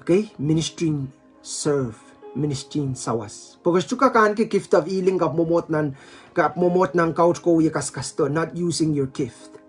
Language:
Pohnpeian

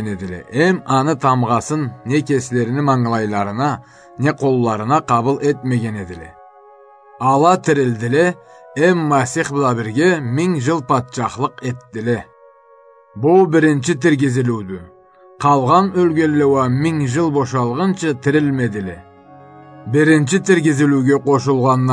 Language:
Karachay-Balkar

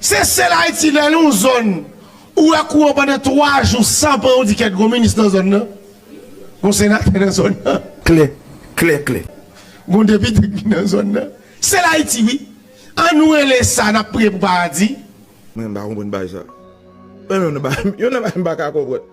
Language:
Haitian Creole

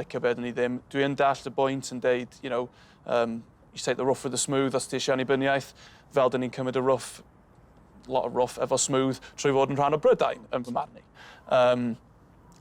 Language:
Welsh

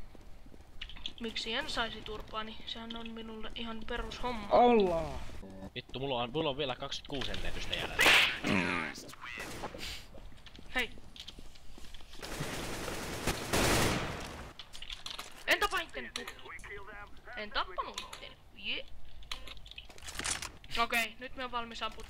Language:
Finnish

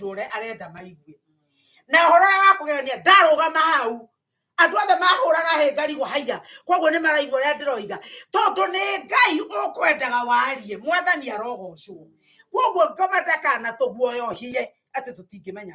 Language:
Kikuyu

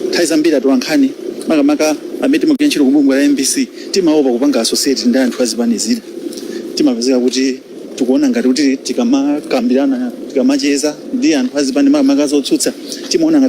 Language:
Nyanja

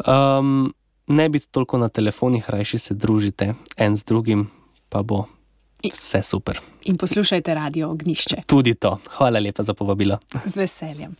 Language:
Slovenian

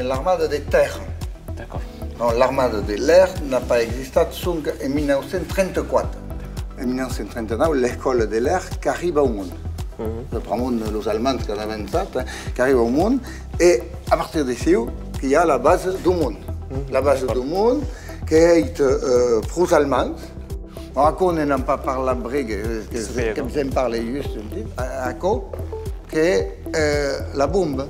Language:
Occitan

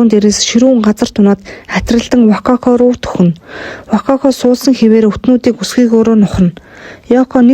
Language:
Mongolian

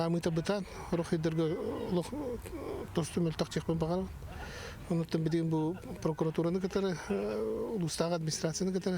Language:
Yakut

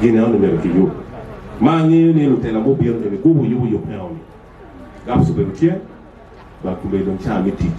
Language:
Acoli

